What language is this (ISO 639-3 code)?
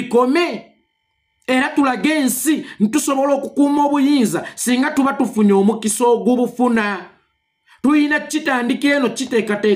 lug